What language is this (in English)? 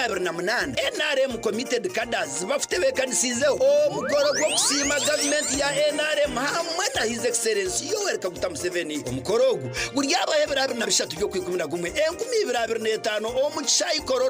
Nyankole